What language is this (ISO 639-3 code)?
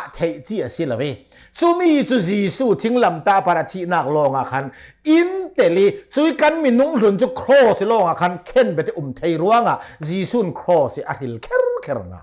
cnh